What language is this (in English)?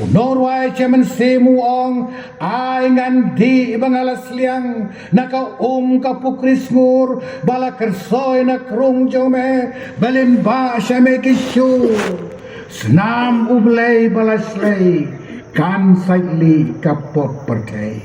Khasi